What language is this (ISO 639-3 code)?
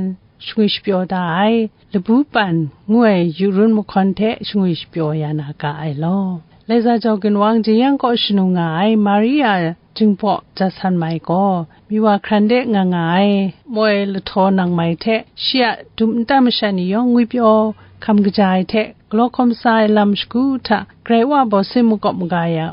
kac